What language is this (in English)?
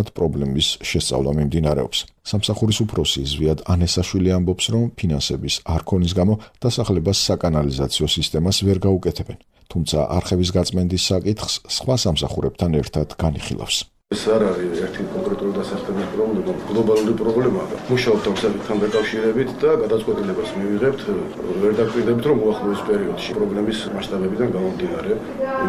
Georgian